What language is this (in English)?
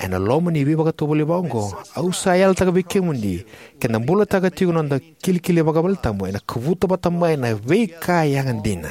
Fijian